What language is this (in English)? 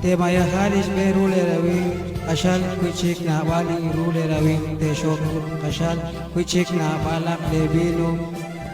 Kekchí